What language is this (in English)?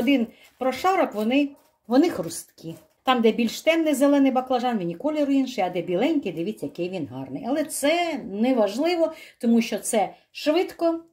Ukrainian